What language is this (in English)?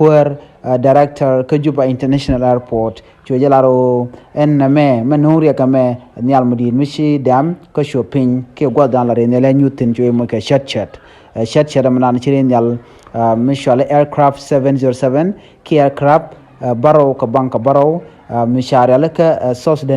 Nuer